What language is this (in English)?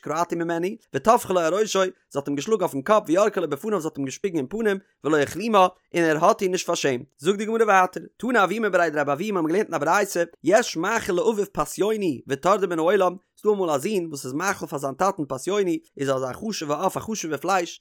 Yiddish